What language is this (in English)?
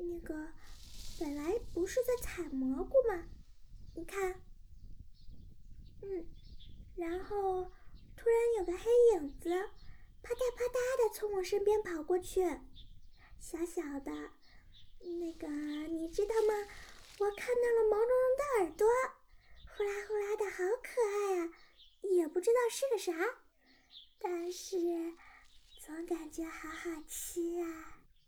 Chinese